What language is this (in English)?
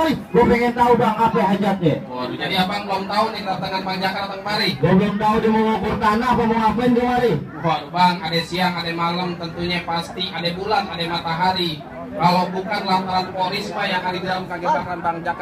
Betawi